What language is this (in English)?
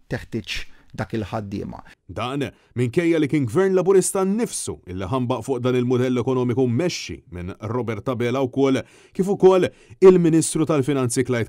Maltese